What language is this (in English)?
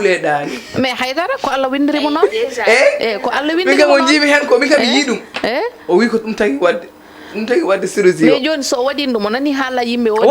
Fula